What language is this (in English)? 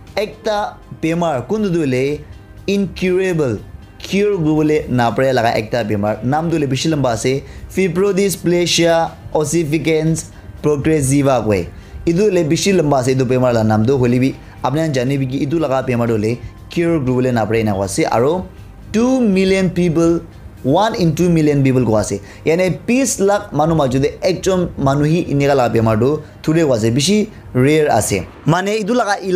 Naga Pidgin